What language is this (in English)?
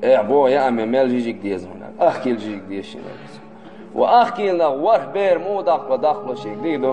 Chechen